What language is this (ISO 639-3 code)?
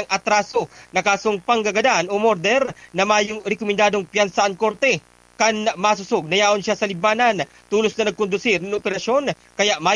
bik